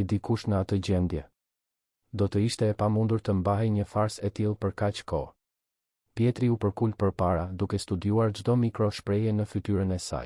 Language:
Albanian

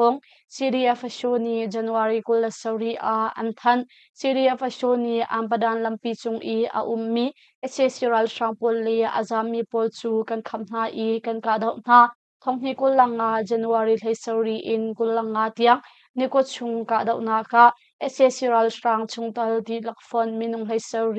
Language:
Hakha Chin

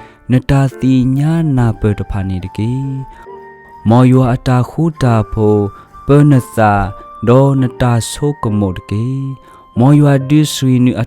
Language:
S'gaw Karen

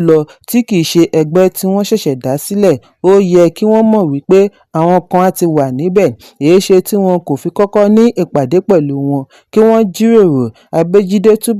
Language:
Yoruba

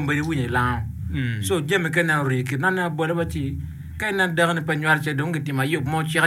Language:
Acoli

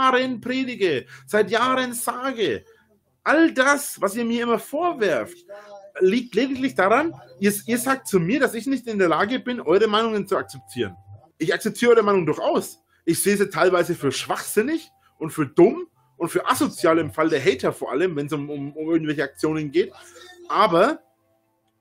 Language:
German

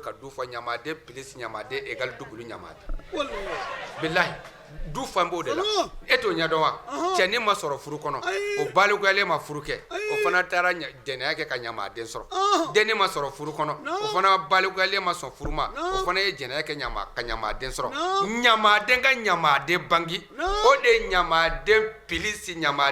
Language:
Bambara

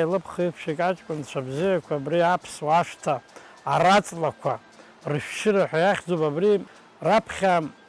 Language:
Abkhazian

